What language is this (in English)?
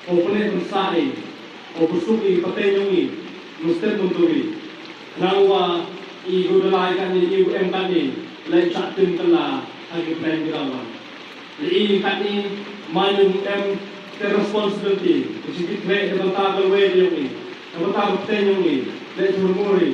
Khasi